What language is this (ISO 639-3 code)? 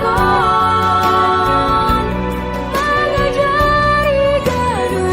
bts